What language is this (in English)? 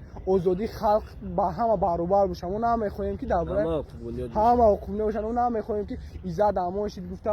Tajik